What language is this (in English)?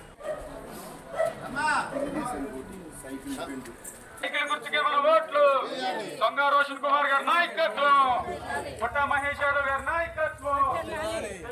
Telugu